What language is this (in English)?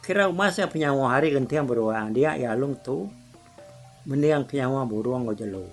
Iban